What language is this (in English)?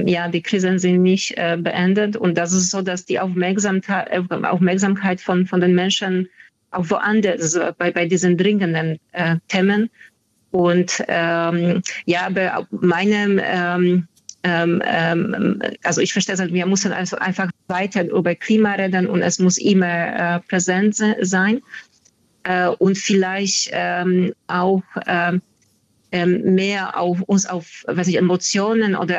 German